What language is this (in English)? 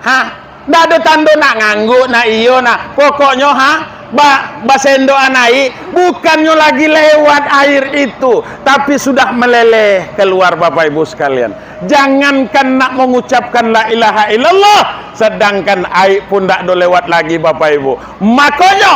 Minangkabau